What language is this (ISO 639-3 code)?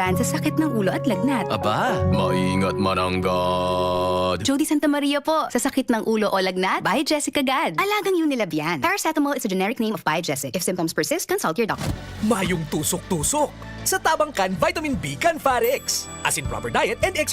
bik